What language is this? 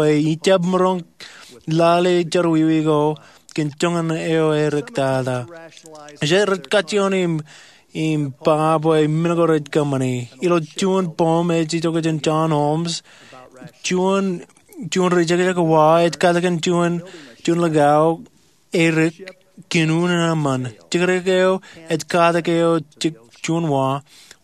Marshallese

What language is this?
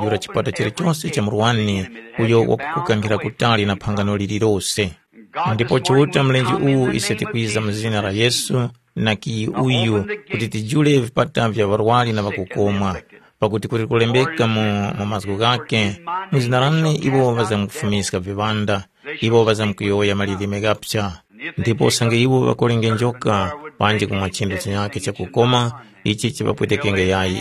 Tumbuka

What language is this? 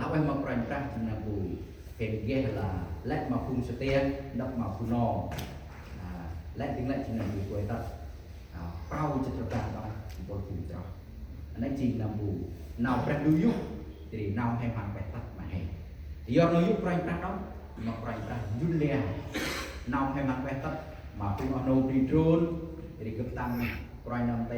Central Mnong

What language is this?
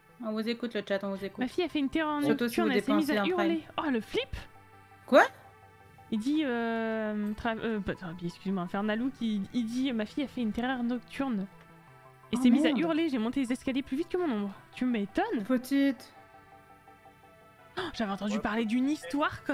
French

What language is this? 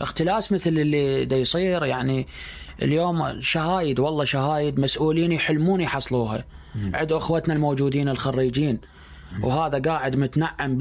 Mesopotamian Arabic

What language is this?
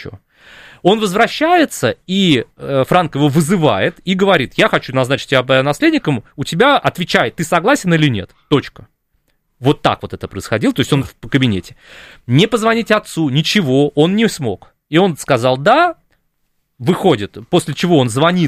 Russian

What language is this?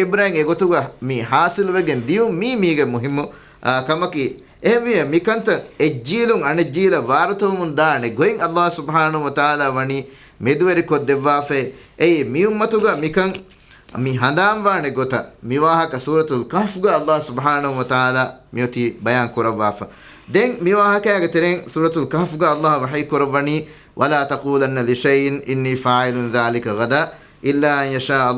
Divehi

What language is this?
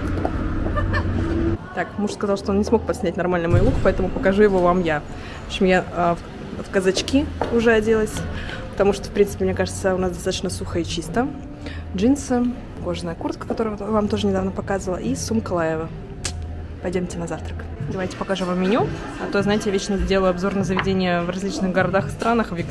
Russian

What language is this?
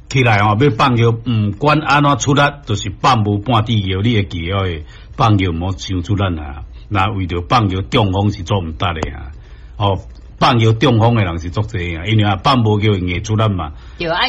Min Nan Chinese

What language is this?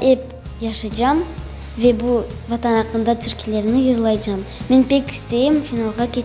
Crimean Tatar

